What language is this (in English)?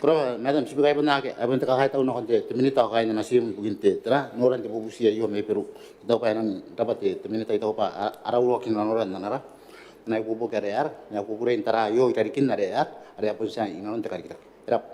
Gilbertese